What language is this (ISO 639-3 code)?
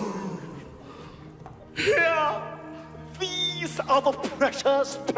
swe